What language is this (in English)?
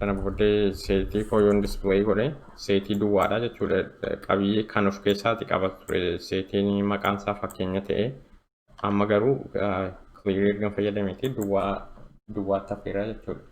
Oromo